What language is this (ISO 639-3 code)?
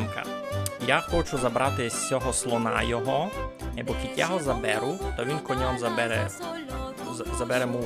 rue